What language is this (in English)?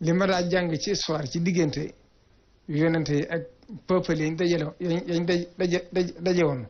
Wolof